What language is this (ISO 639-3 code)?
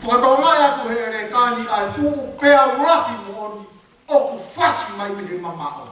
ton